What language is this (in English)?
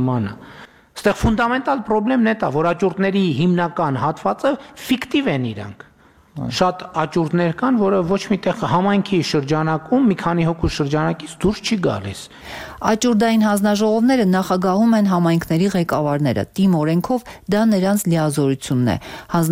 Armenian